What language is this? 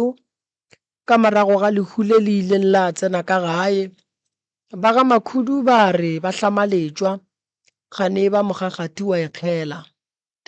Northern Sotho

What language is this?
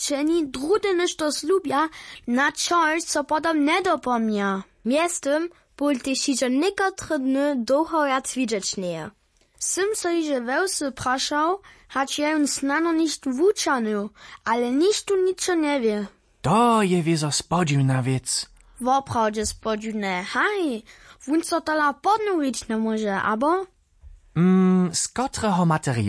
Upper Sorbian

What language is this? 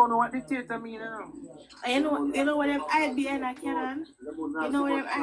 Jamaican Creole English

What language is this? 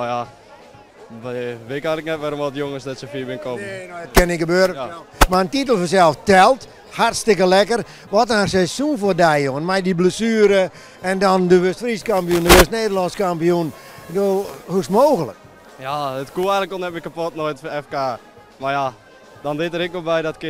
Western Frisian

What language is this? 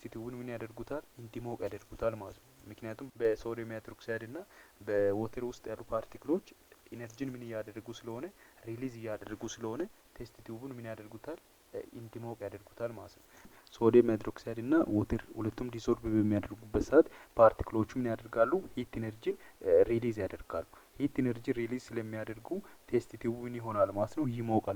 Amharic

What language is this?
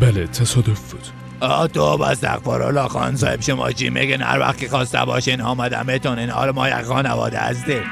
Persian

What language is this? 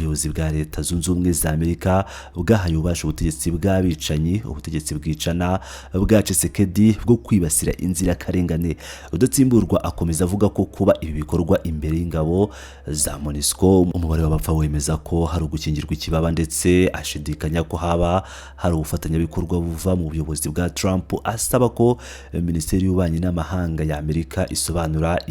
Kinyarwanda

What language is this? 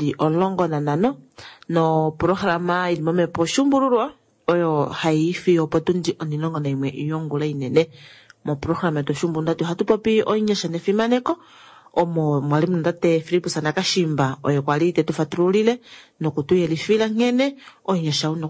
Kuanyama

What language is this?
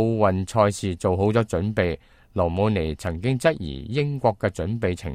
Cantonese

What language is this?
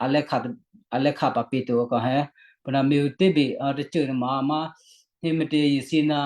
Western Kayah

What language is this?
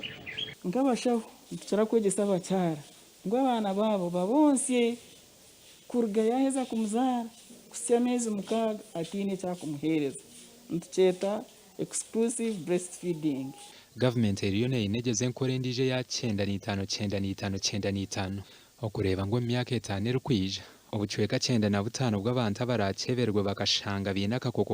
Nyankole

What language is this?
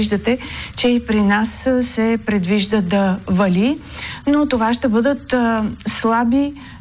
Bulgarian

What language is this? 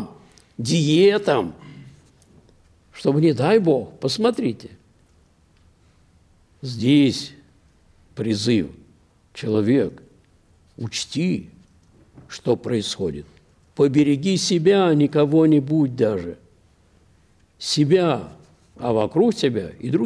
Russian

